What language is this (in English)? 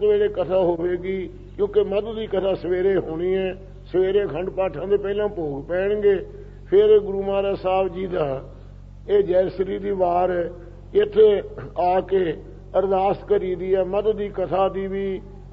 Punjabi